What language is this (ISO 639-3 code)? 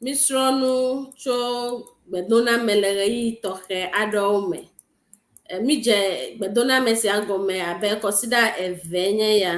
ewe